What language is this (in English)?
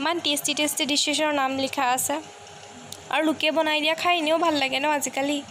Assamese